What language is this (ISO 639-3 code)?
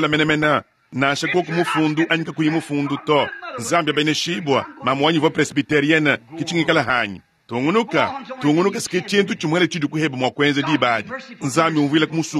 lua